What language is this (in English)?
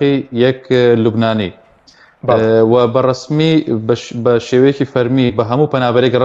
Central Kurdish